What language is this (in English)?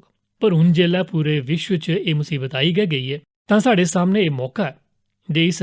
Dogri